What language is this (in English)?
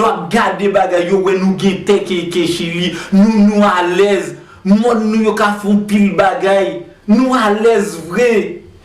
Haitian Creole